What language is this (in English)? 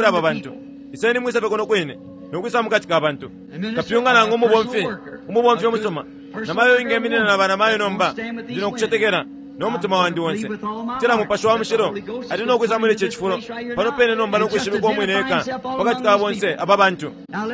Bemba